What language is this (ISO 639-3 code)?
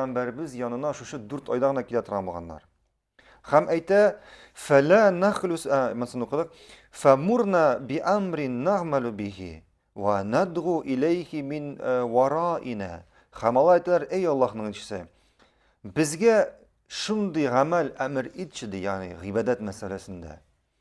tat